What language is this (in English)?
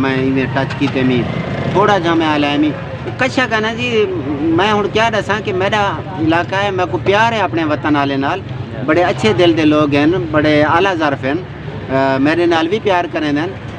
Saraiki